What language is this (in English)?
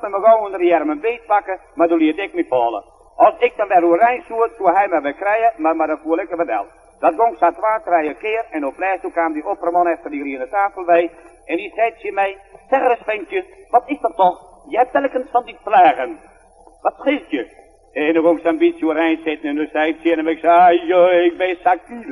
Western Frisian